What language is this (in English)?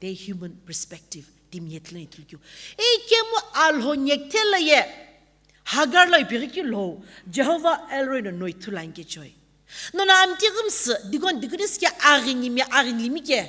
Sumi Naga